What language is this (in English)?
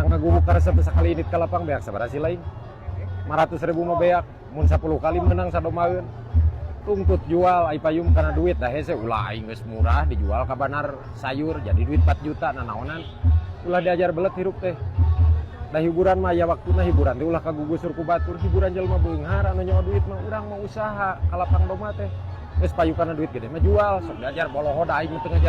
Sundanese